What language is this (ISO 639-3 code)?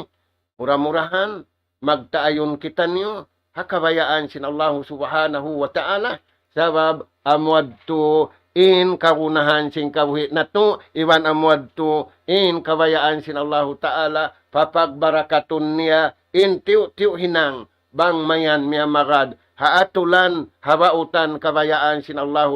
tsg